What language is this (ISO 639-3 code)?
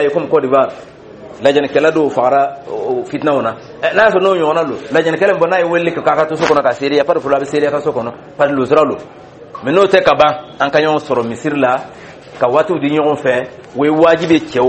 dyu